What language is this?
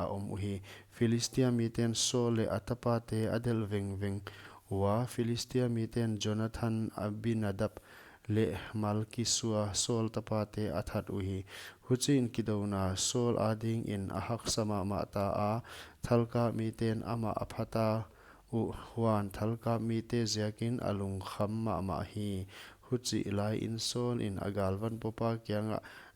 Paite Chin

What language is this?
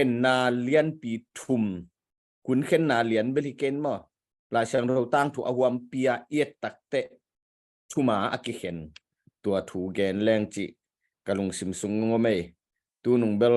Tedim Chin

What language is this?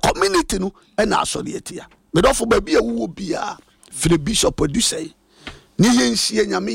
Akan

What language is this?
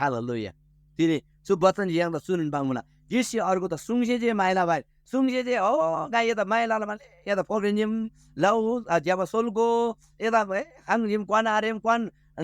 Eastern Tamang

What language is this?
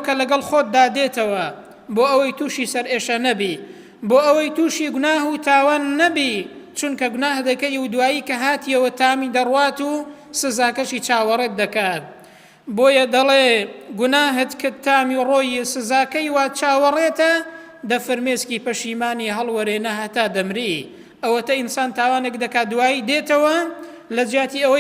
Central Kurdish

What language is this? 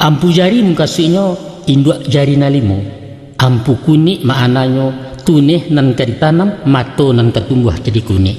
Minangkabau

